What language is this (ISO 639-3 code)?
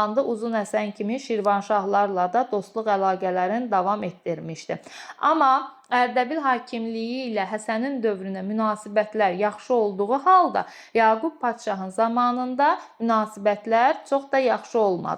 aze